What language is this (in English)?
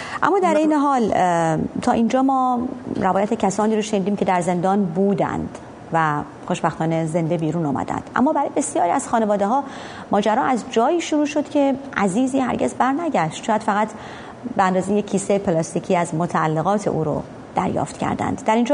Persian